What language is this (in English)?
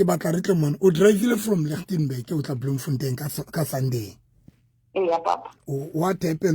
Southern Sotho